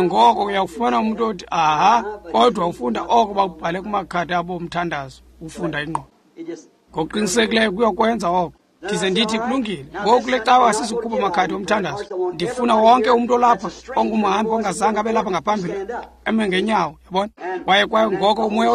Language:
Xhosa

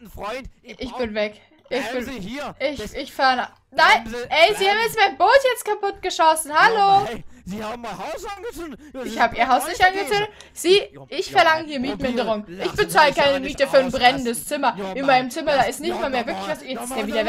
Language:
German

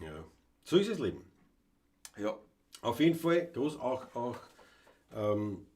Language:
Bavarian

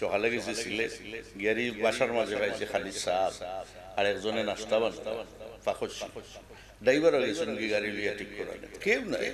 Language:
Sylheti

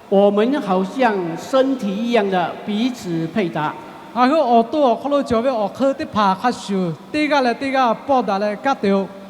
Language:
Lahu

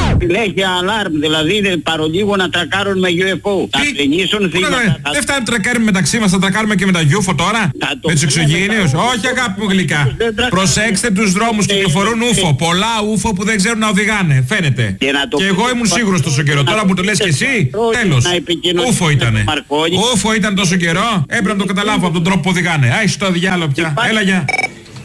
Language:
Greek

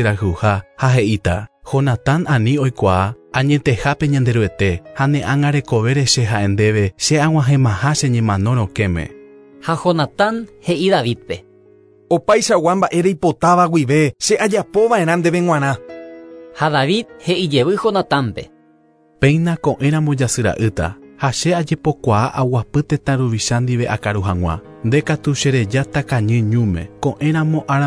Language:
Guarani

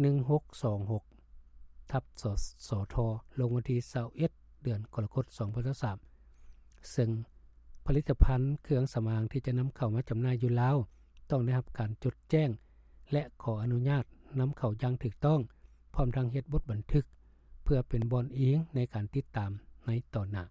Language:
Lao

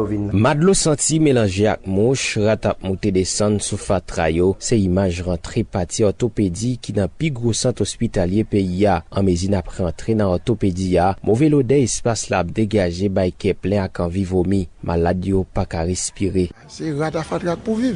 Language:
Haitian Creole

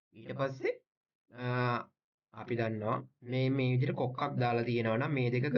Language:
Sinhala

